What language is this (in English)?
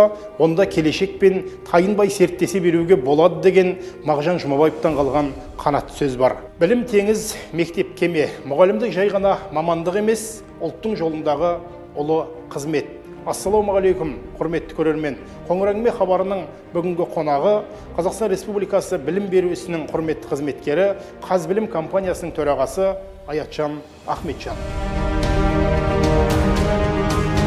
Kazakh